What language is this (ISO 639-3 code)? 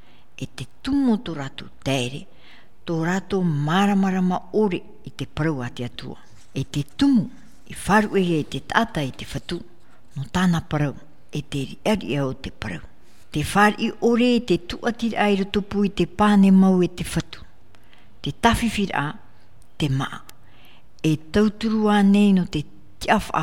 tah